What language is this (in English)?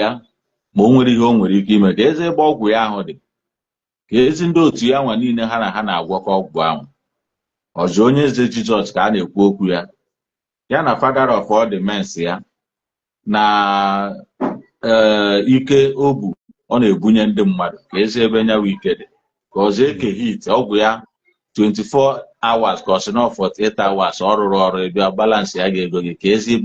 Igbo